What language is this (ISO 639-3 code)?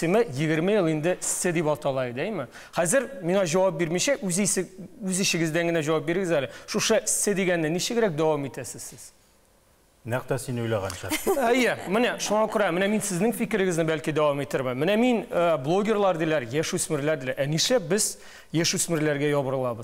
tat